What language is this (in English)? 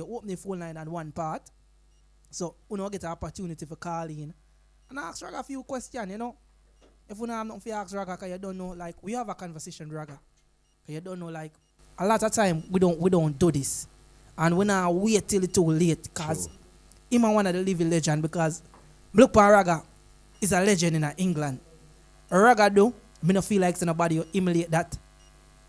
Jamaican Creole English